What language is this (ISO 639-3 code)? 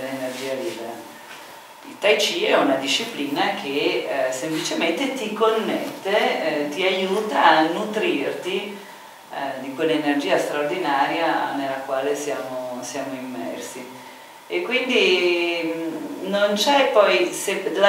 ita